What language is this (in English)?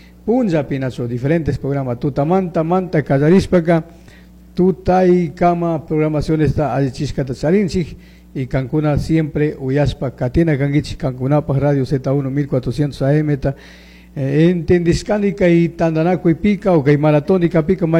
Chimborazo Highland Quichua